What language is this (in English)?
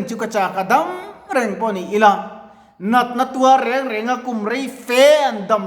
Mizo